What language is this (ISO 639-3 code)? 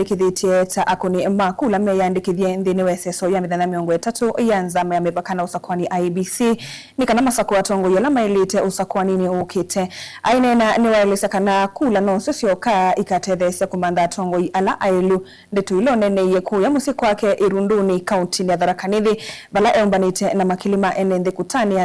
kam